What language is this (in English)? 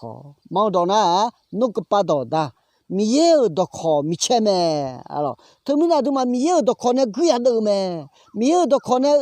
Akha